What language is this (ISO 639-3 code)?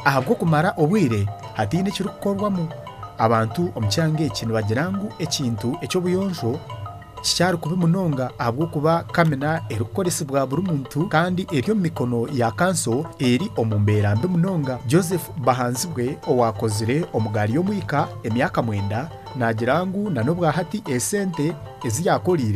nyn